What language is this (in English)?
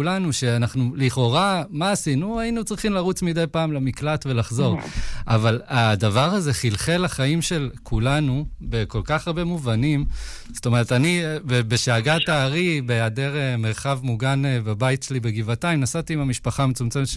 Hebrew